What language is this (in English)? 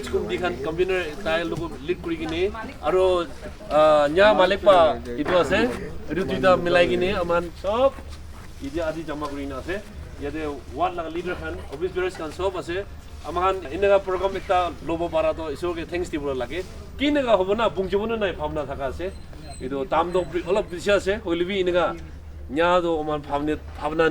Naga Pidgin